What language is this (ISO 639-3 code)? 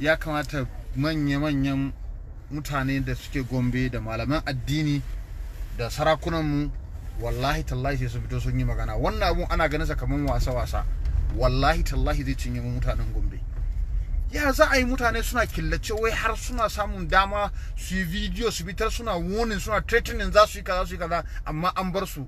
hau